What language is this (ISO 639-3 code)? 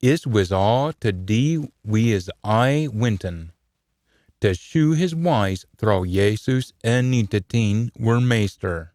sco